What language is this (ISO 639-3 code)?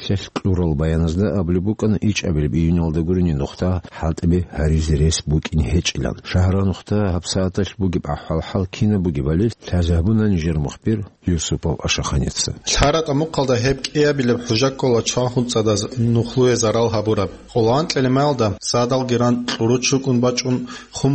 ava